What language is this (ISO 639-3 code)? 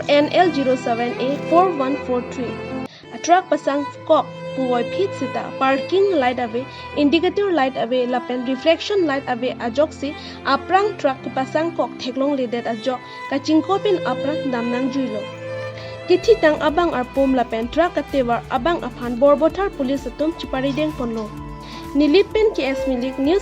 mjw